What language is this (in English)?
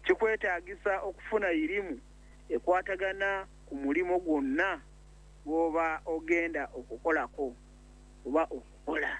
Ganda